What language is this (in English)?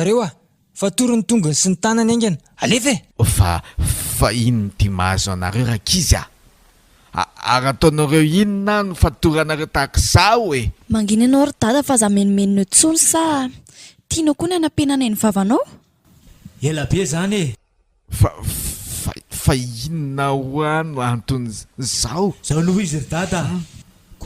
Malagasy